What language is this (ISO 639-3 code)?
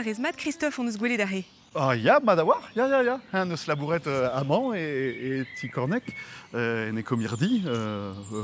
bre